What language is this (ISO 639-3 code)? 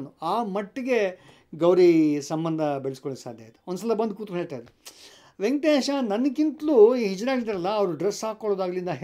kan